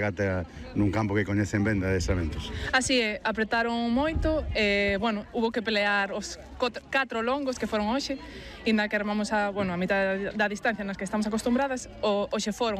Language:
Galician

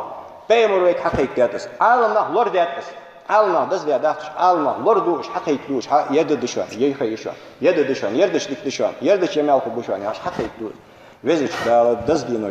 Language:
Ingush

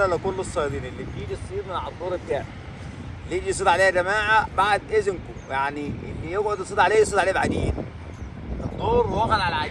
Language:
Egyptian Arabic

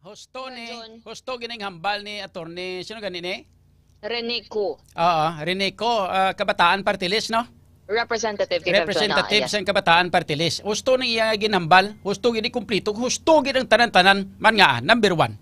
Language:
Hiligaynon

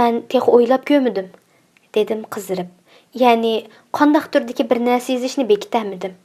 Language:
Uyghur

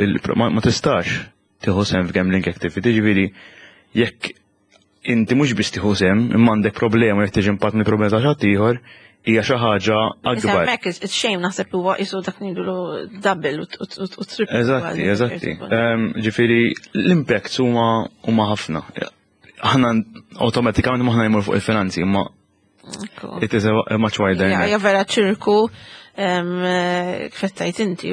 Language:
Maltese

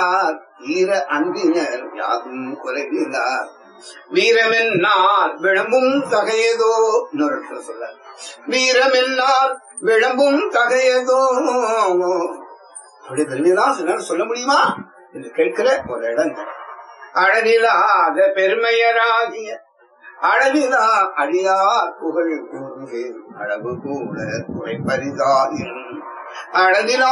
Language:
Tamil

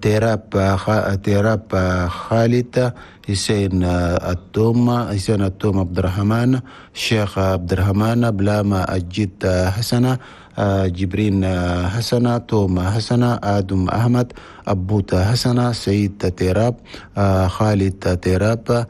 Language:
Chadian Arabic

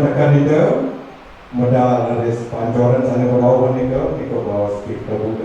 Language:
Balinese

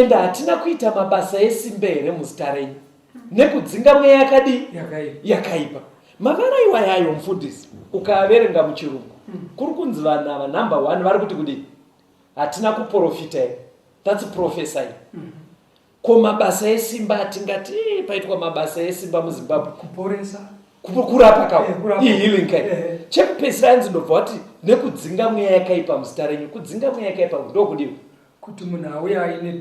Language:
Shona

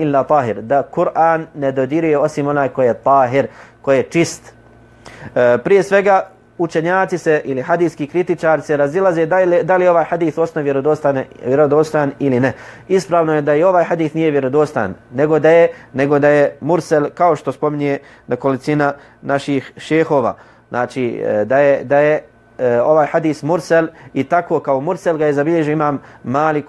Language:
Bosnian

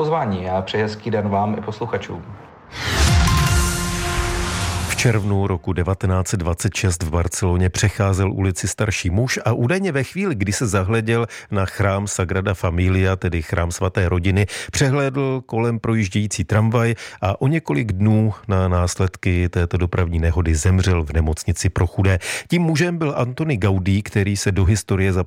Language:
Czech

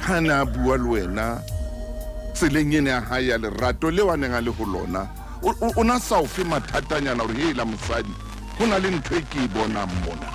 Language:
Southern Sotho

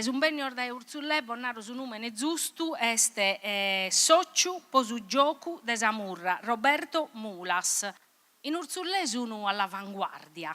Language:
Sardinian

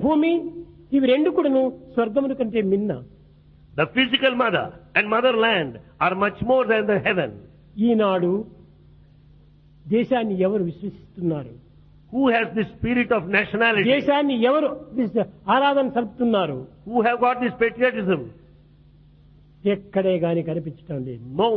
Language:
Telugu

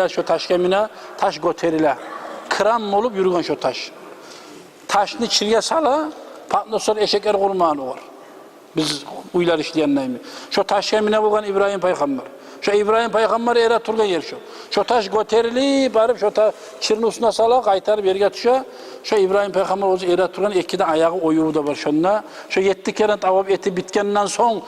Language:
Kumyk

